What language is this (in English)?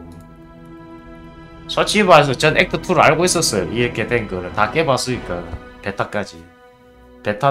Korean